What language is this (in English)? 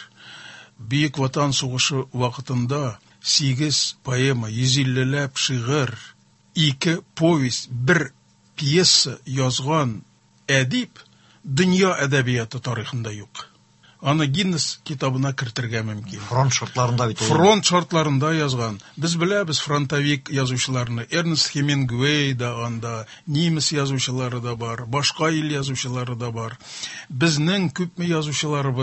Tatar